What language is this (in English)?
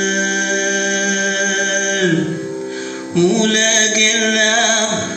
Tamil